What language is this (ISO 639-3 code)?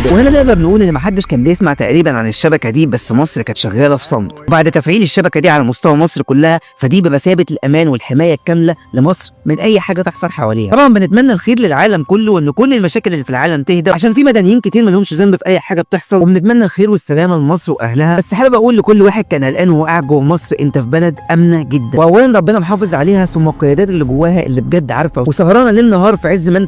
arz